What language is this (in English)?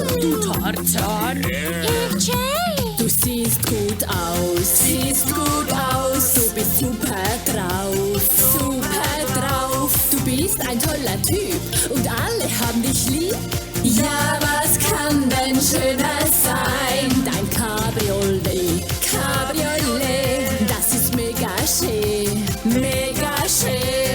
Swiss German